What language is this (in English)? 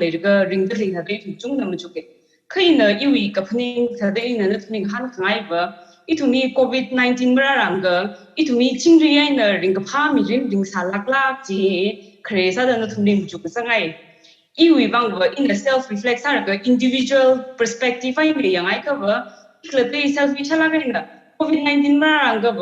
Tangkhul Naga (India)